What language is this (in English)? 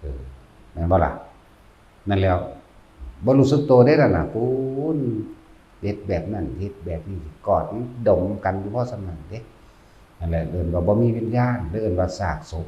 Northeastern Thai